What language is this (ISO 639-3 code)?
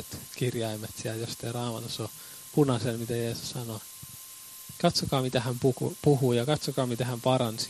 fin